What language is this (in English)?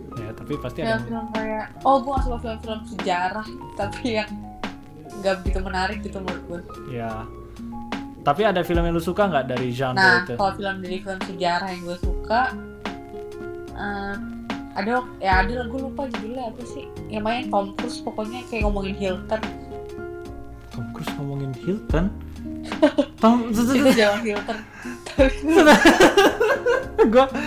Indonesian